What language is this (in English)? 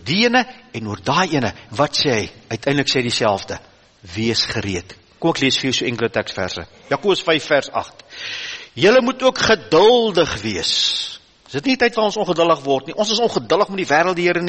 Afrikaans